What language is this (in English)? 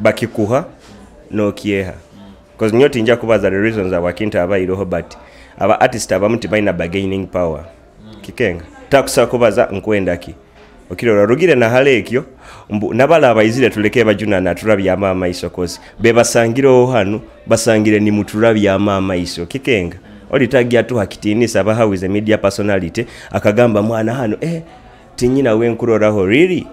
Nyoro